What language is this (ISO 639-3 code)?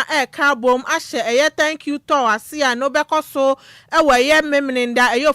aka